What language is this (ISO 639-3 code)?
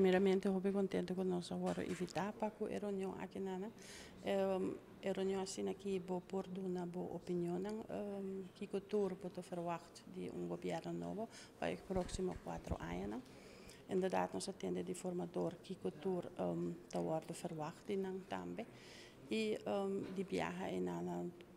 pap